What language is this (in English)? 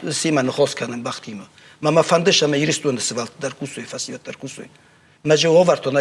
Ossetic